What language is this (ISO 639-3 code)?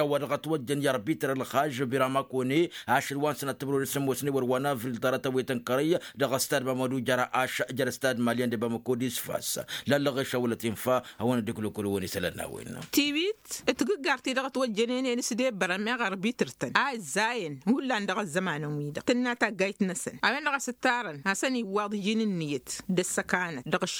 taq